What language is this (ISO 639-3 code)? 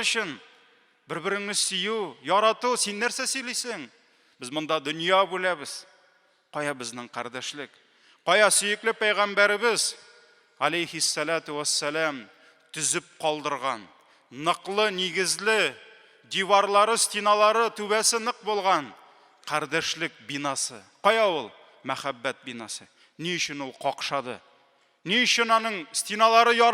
tat